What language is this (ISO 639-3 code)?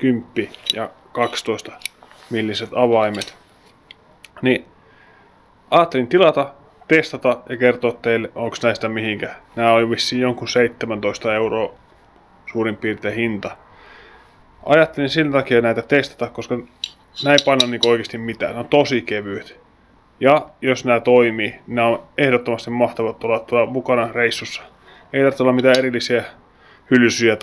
fin